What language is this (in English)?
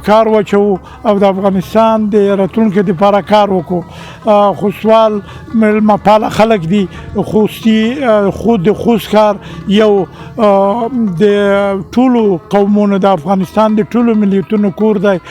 Pashto